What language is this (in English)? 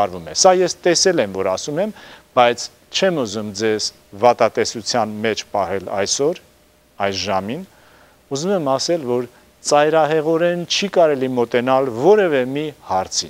Armenian